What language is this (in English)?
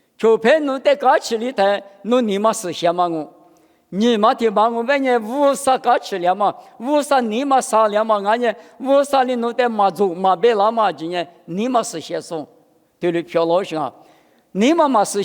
Lisu